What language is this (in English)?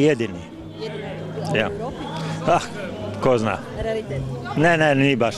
Croatian